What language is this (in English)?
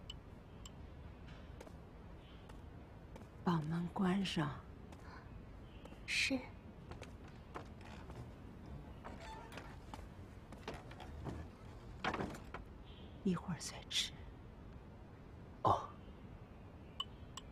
Chinese